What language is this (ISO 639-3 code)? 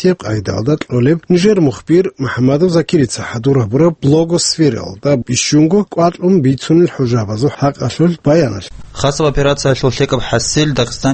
ava